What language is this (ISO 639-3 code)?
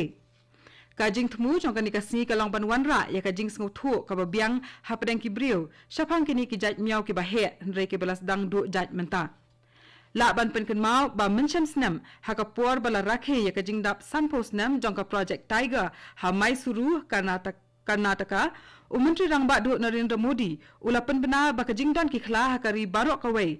kha